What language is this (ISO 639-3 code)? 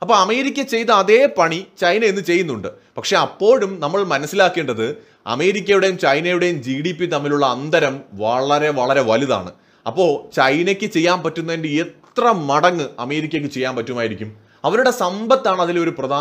mal